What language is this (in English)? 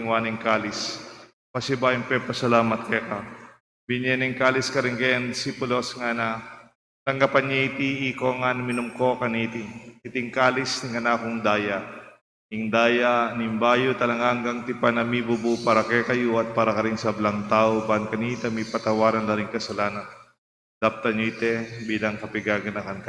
Pampanga